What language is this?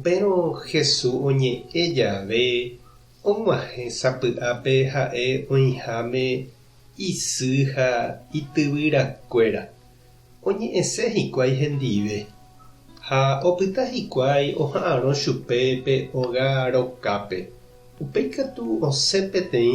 Guarani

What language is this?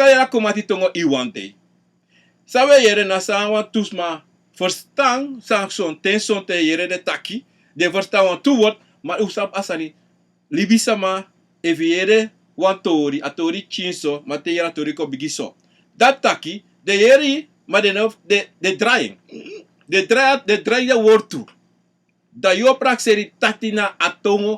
Sranan Tongo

